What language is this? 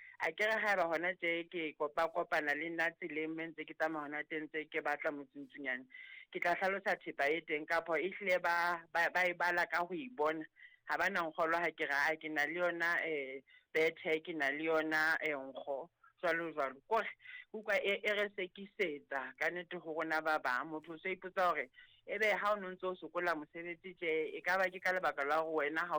Southern Sotho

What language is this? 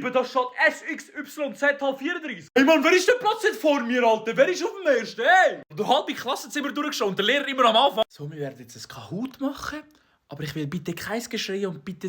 Swiss German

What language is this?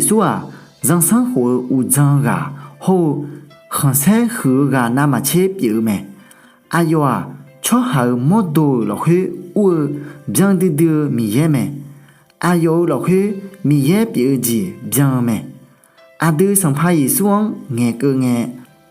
Akha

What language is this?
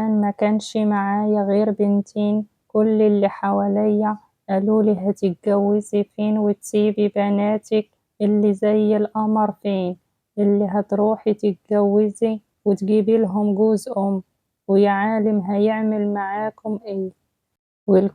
Egyptian Arabic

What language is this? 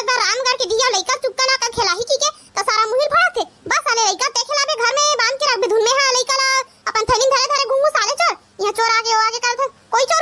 Chhattisgarhi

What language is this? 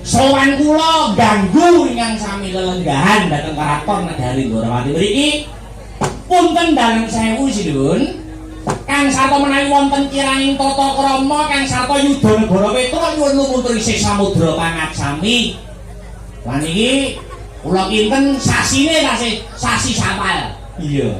Javanese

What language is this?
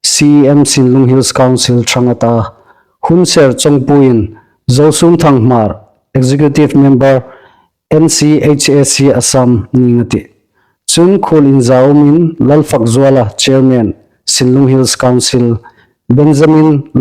Hmar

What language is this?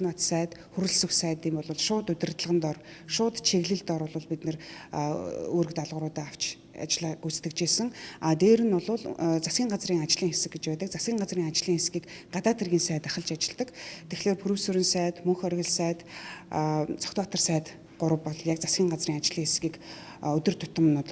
Mongolian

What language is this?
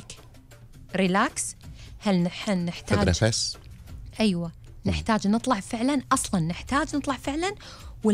Gulf Arabic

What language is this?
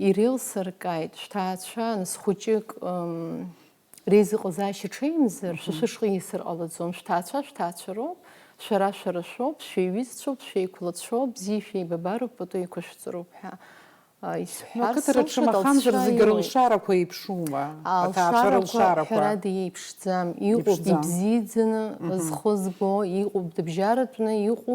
Abkhazian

